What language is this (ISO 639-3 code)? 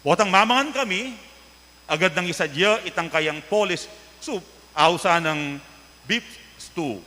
pam